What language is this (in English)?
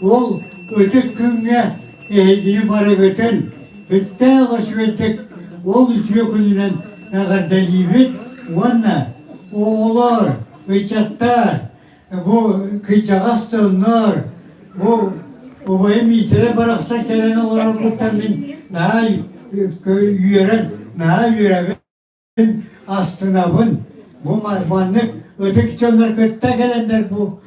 Yakut